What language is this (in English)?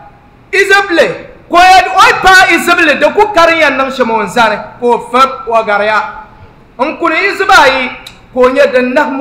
Dagbani